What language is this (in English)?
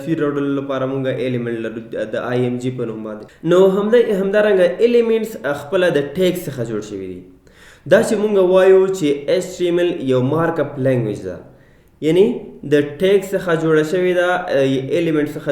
Pashto